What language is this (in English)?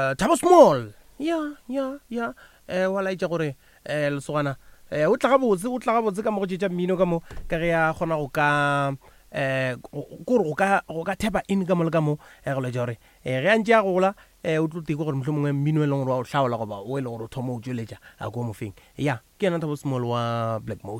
Northern Sotho